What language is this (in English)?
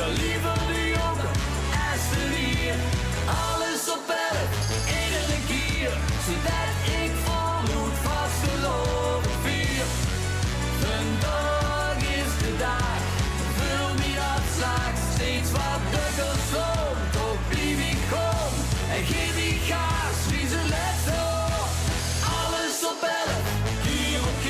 Limburgish